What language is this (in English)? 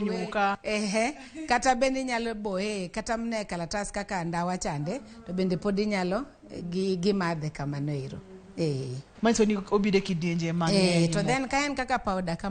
Luo (Kenya and Tanzania)